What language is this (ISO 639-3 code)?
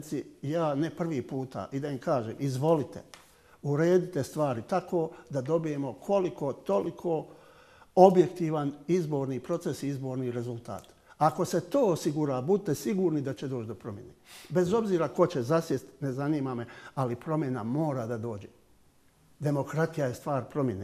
bos